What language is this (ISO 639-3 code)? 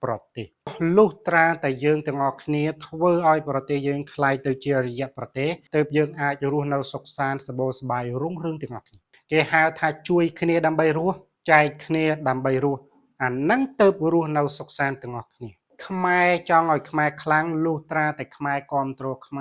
khm